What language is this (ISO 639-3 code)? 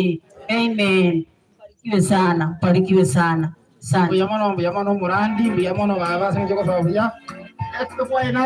guz